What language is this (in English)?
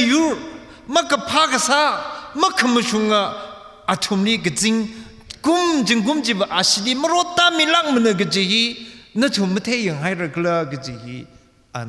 Tangkhul Naga (India)